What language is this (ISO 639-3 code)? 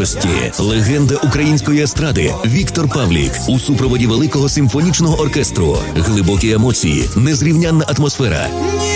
ukr